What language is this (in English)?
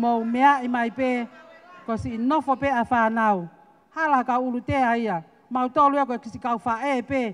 Tongan